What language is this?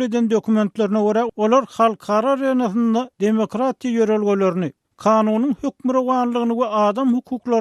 Turkmen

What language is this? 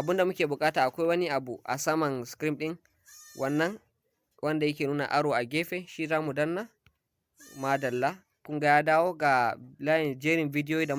Hausa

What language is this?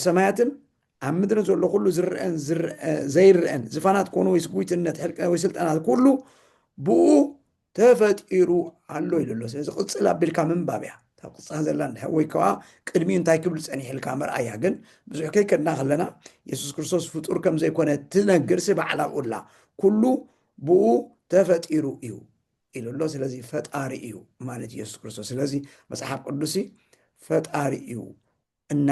Tigrinya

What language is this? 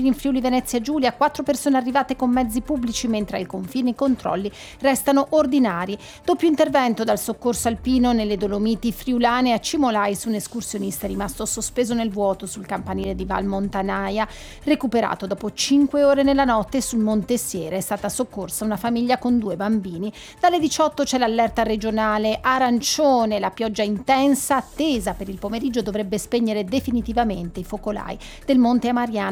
Italian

